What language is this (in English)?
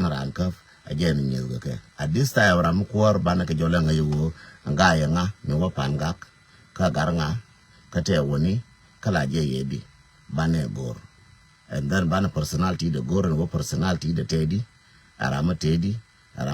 Nuer